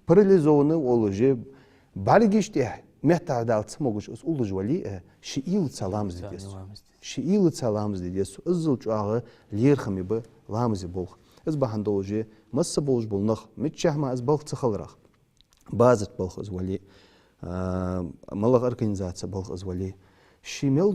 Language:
Ingush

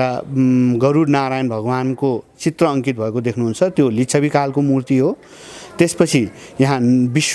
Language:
Nepali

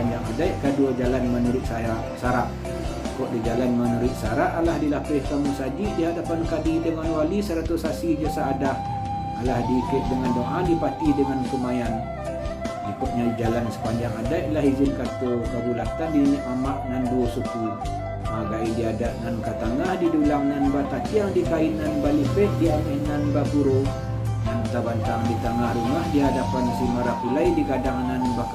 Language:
Minangkabau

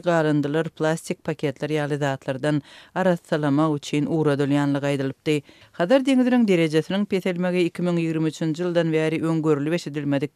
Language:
Turkmen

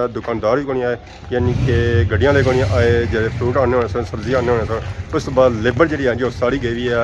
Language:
Pahari-Potwari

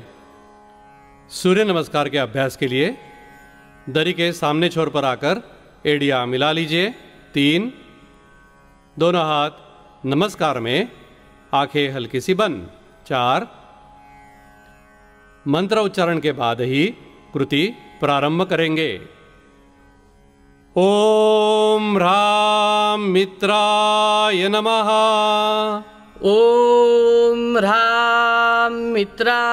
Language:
Hindi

